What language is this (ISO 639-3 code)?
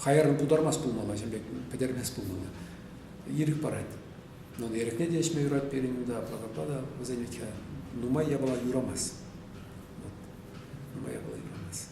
chv